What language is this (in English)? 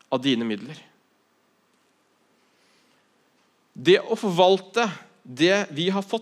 Norwegian